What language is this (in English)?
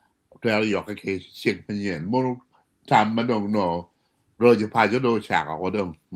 Acoli